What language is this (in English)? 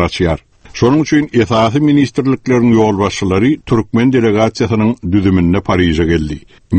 Turkmen